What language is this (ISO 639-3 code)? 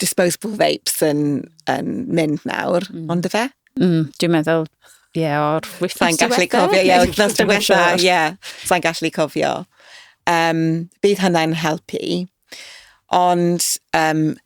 cym